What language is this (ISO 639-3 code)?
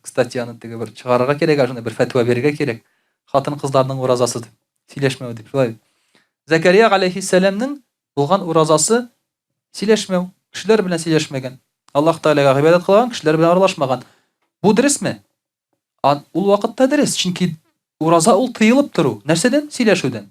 tat